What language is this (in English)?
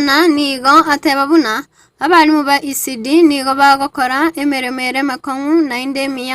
Gusii